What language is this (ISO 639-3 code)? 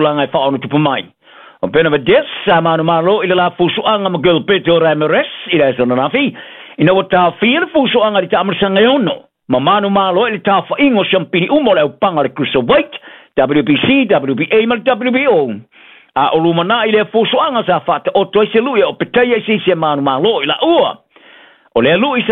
smo